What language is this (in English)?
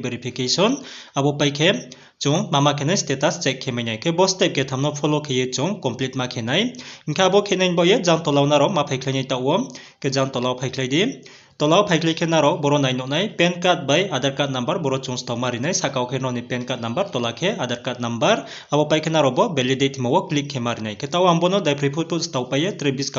Riang (India)